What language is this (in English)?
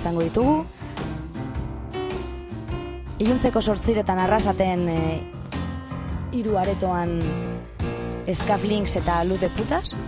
Basque